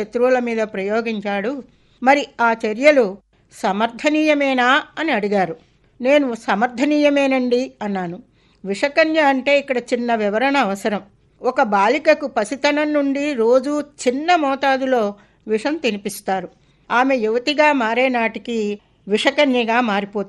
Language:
Telugu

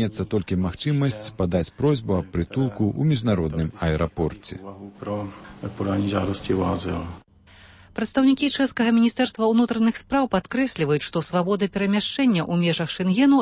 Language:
Belarusian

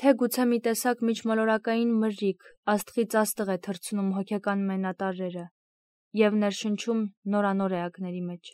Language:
Armenian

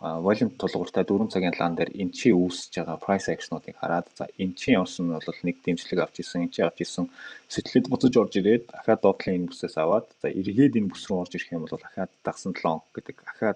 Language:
Mongolian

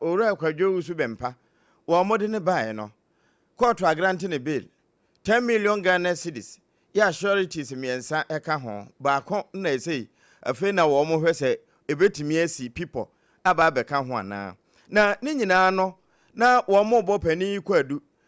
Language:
Akan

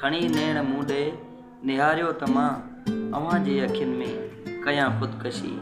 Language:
Sindhi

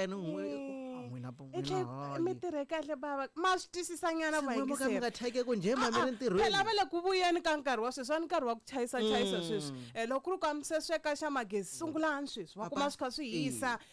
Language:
Tsonga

